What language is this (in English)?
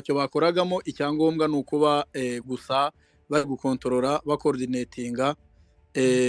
Kinyarwanda